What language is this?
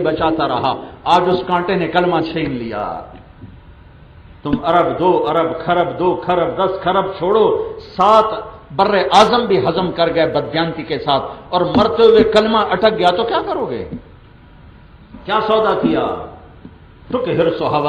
Urdu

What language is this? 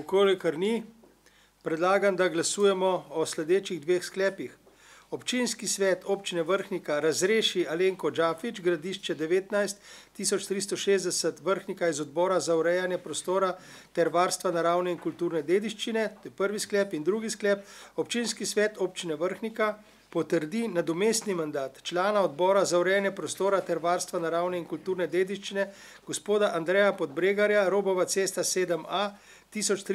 Slovenian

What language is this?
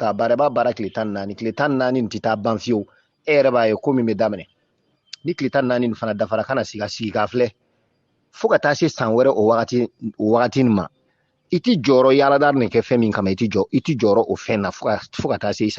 Bambara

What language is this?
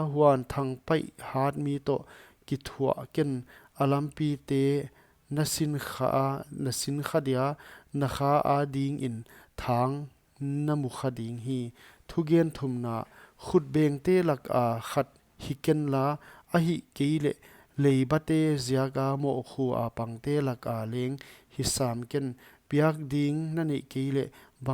Paite Chin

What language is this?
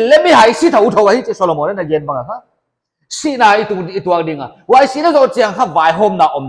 Paite Chin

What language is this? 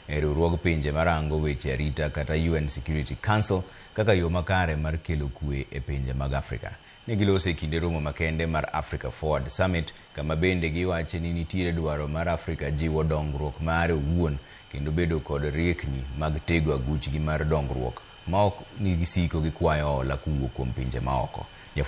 Luo (Kenya and Tanzania)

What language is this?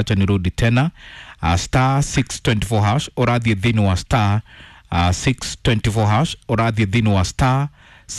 Kikuyu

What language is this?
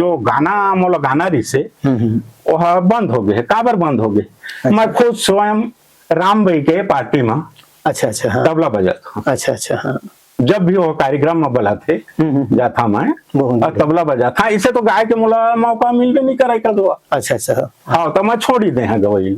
Chhattisgarhi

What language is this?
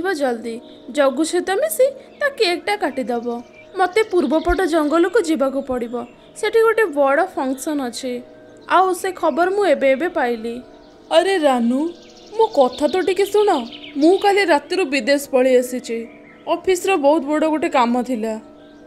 Odia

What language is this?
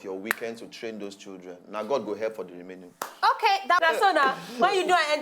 Nigerian Pidgin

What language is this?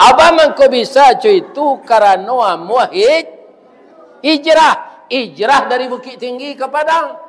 Minangkabau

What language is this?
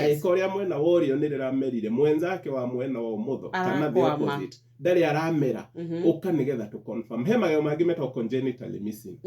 Kikuyu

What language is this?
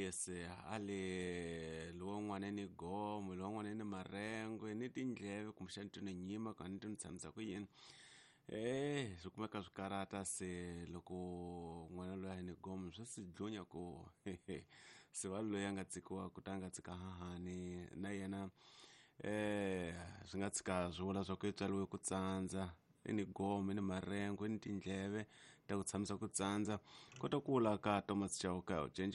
Tsonga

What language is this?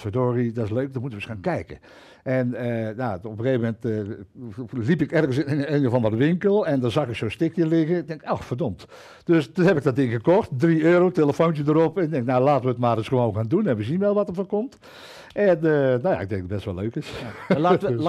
Dutch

